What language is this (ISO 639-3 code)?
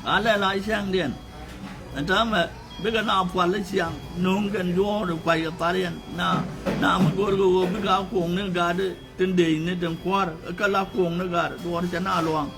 nus